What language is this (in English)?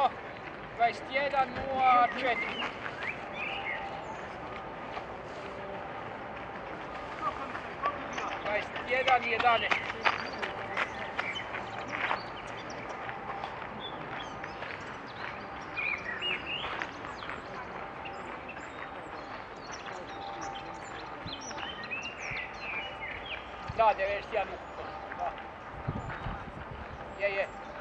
Croatian